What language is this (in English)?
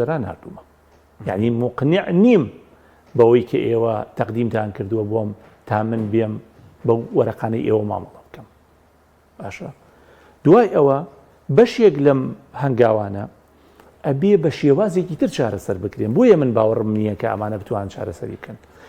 Central Kurdish